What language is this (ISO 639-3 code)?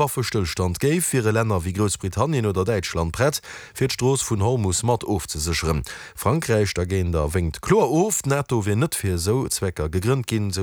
ltz